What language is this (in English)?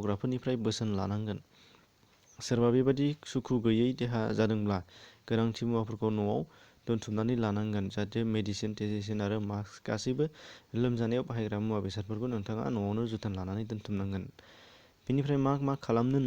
Bodo